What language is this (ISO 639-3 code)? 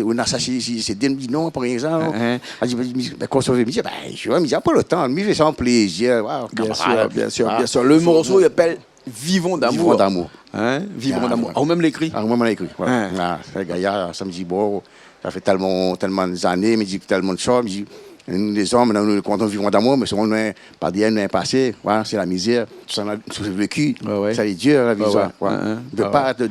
rcf